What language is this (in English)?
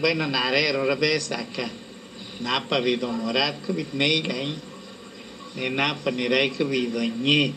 Lachiguiri Zapotec